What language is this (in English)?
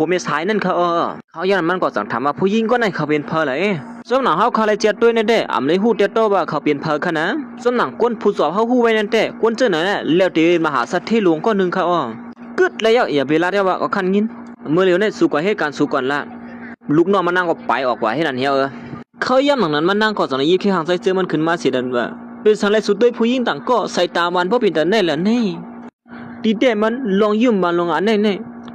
Shan